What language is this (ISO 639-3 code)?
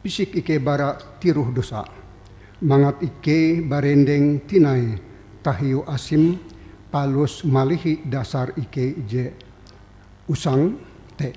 nij